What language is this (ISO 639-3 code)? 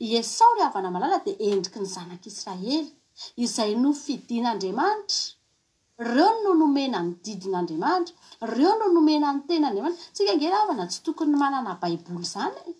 mlg